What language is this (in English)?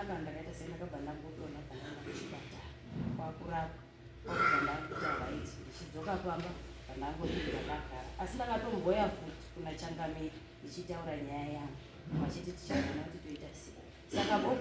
Shona